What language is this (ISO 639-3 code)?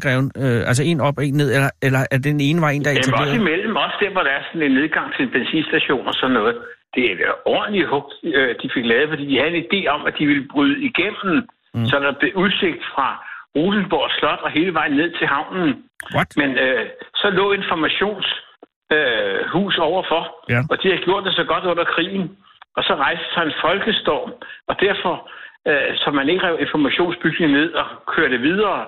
dan